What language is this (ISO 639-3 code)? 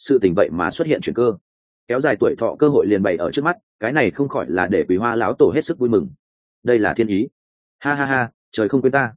vie